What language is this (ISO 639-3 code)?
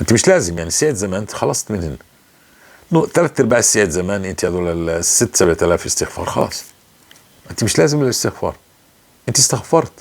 apc